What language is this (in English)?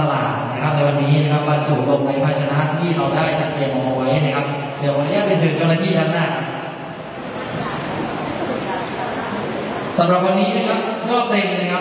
Thai